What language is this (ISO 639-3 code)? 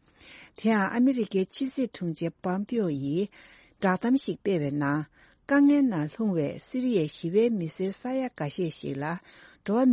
bod